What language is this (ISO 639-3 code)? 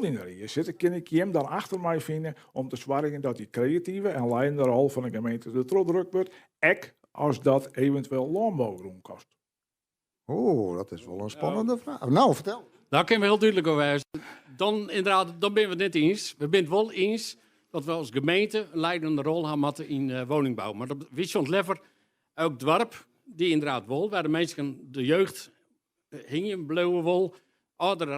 fry